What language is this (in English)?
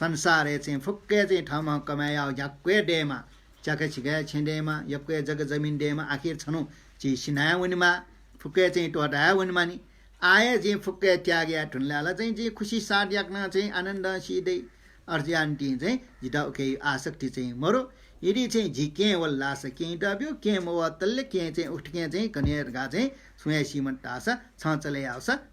Newari